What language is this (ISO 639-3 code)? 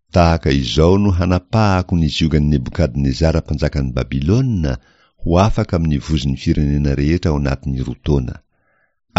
mlg